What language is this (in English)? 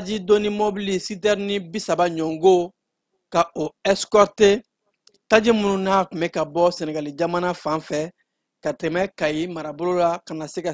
Bambara